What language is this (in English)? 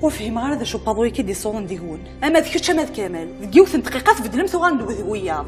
Kabyle